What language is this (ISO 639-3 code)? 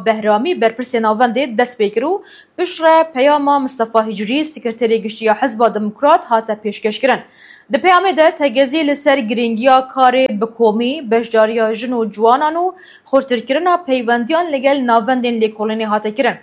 kur